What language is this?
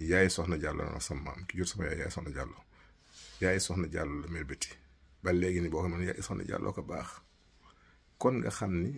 Wolof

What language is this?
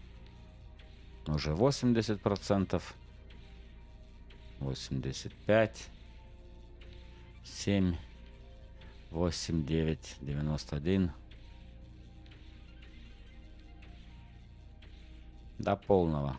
Russian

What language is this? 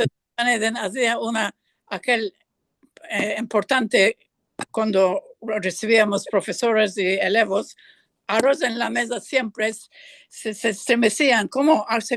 Ladino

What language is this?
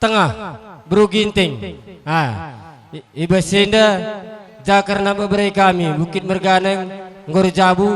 Batak Karo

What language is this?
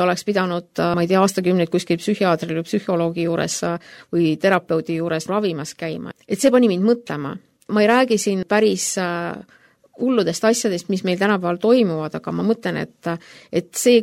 Estonian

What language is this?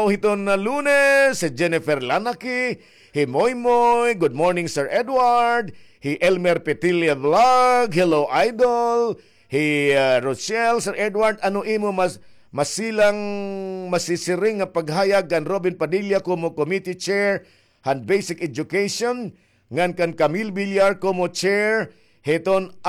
Waray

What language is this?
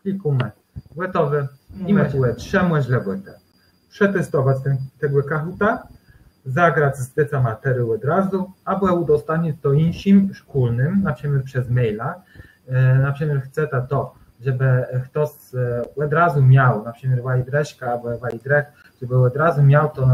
Kashubian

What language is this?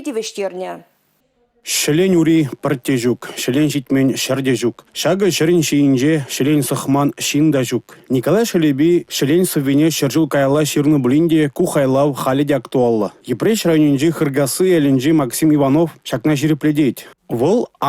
Chuvash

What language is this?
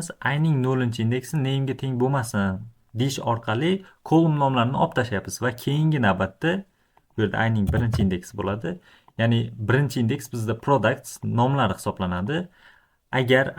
Uzbek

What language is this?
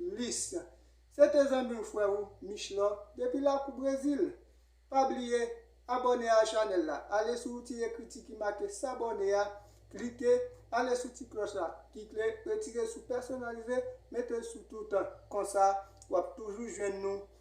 Haitian Creole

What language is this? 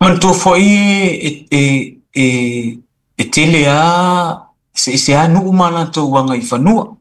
Samoan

